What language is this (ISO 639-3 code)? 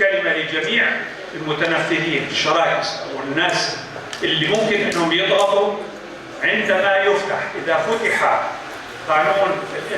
apc